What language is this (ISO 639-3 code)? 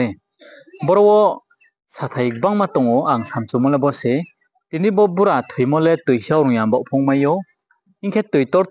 ria